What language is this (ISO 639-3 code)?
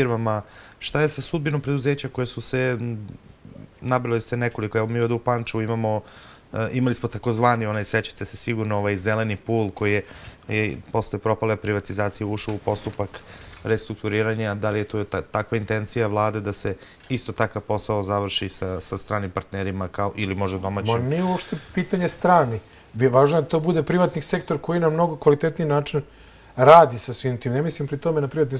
srp